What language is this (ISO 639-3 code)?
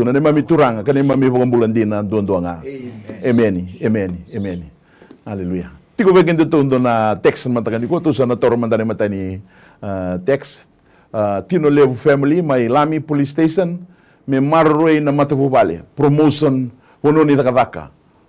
fij